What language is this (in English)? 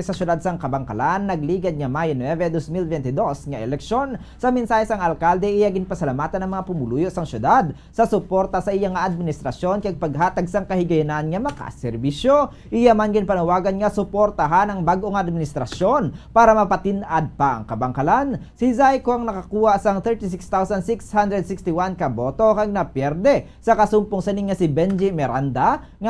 Hiligaynon